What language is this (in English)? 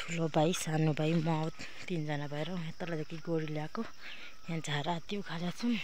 Nepali